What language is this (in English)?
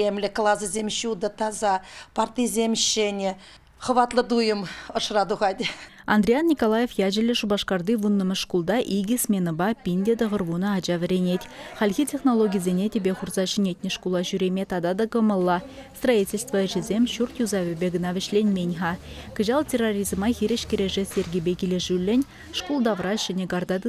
Chuvash